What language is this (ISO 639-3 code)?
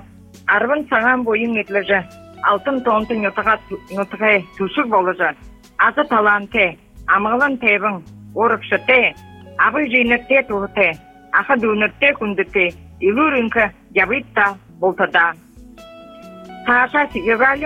bua